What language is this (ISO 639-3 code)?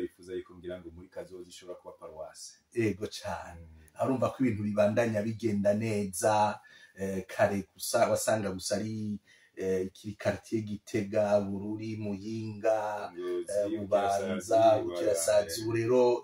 run